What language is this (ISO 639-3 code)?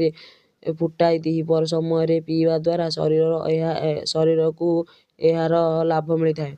ori